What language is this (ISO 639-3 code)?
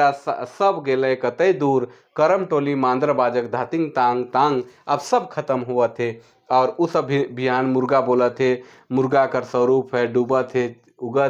sck